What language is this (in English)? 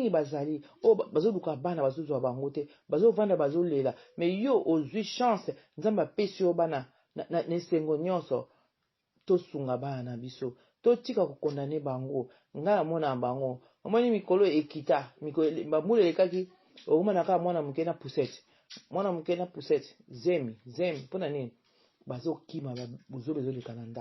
Lingala